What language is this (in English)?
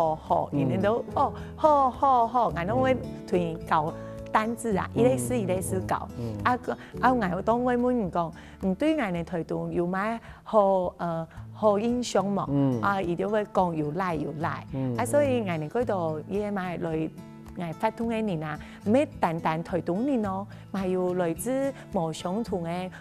Hakka Chinese